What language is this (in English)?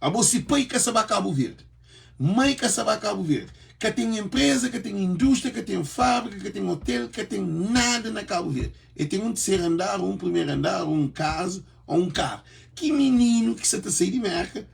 Kabuverdianu